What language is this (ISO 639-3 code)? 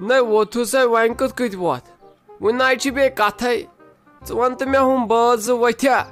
kas